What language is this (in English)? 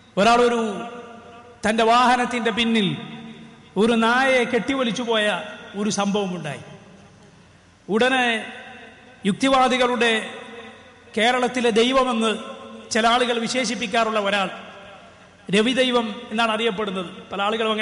Malayalam